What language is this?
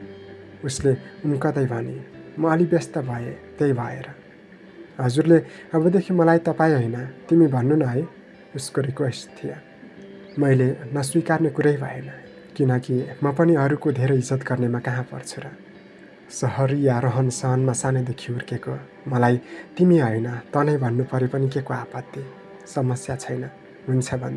Nepali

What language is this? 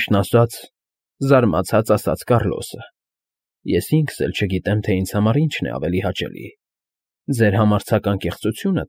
Armenian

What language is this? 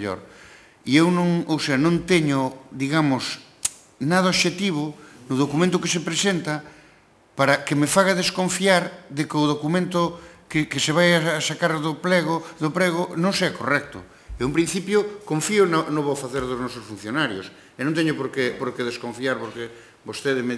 Galician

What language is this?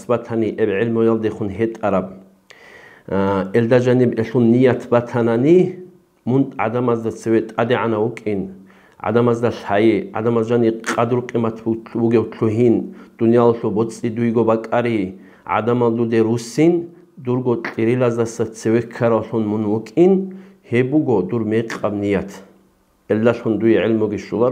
Avaric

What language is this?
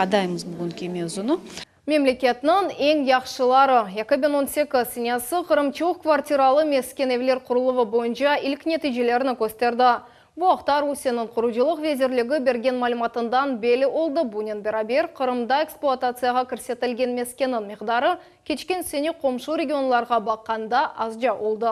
Crimean Tatar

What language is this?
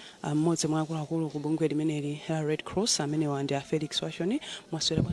Nyanja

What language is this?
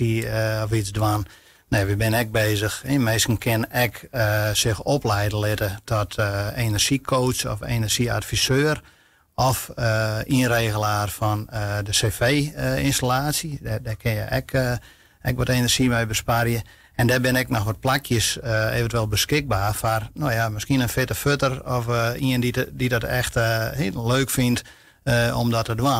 Western Frisian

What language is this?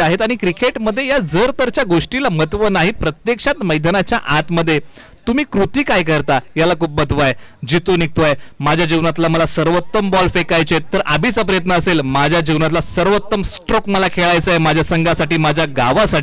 Marathi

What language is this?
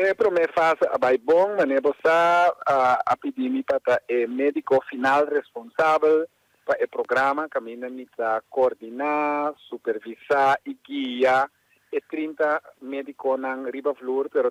Papiamento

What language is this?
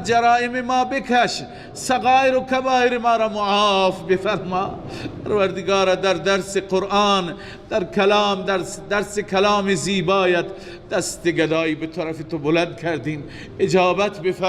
Persian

